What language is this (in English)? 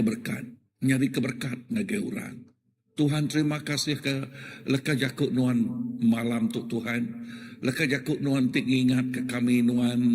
Iban